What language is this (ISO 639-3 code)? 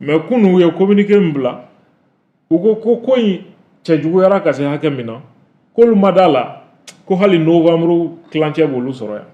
bam